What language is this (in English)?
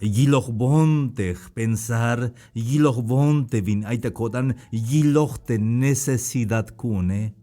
Tzeltal